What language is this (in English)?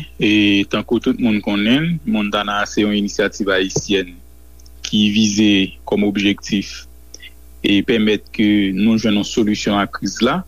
Haitian Creole